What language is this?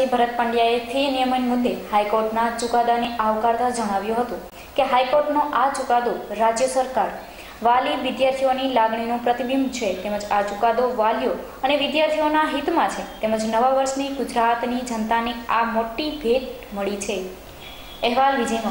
Gujarati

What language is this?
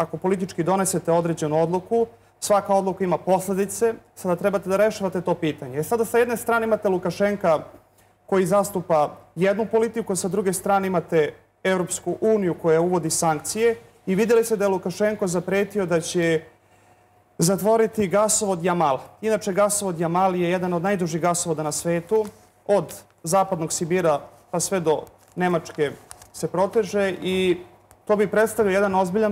Serbian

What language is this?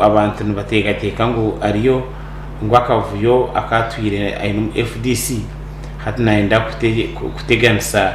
Nyankole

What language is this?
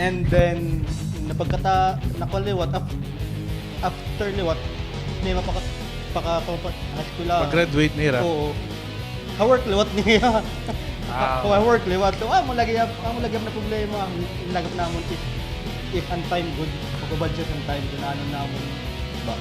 Waray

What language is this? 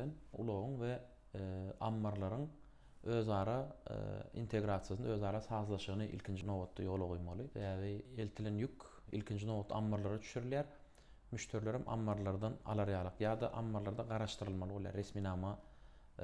Turkmen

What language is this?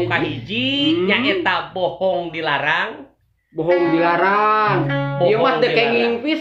Sundanese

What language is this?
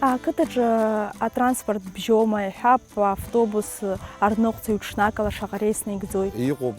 Abkhazian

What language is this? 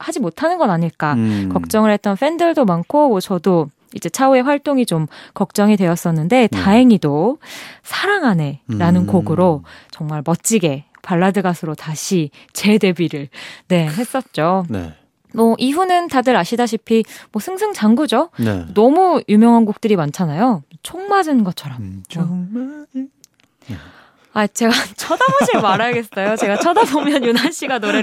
Korean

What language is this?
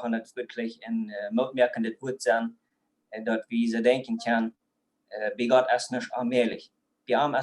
Plautdietsch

